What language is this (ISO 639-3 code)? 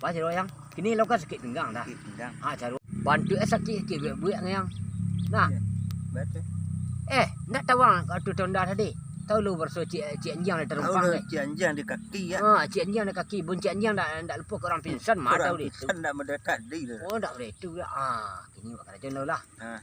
min